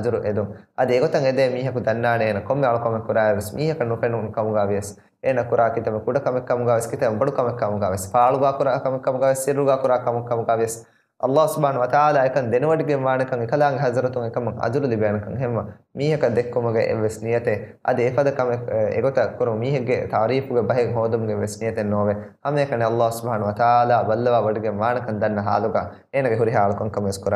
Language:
Divehi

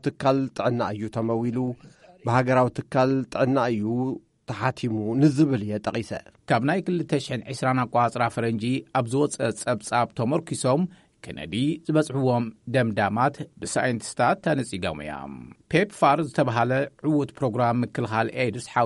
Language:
Tigrinya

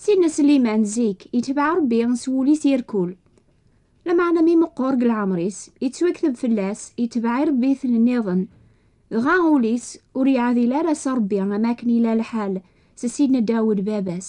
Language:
Kabyle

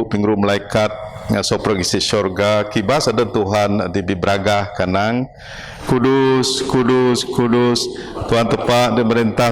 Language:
Biatah Bidayuh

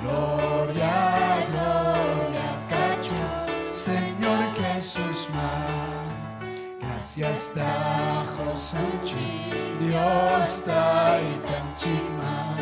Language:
Ayacucho Quechua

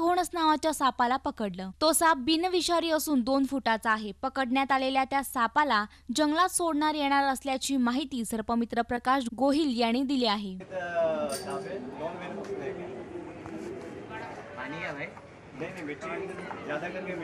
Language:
Marathi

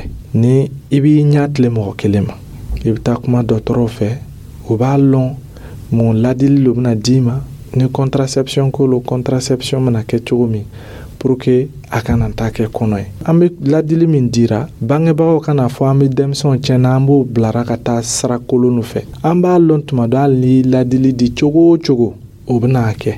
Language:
Dyula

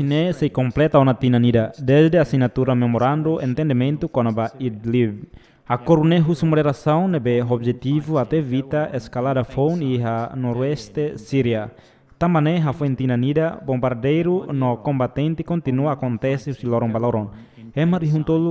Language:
Tetum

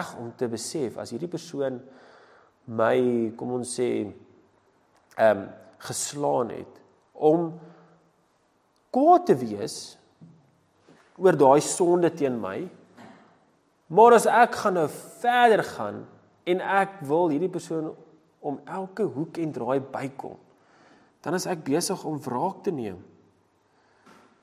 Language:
Afrikaans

